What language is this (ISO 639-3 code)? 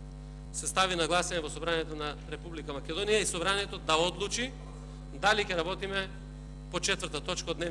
mkd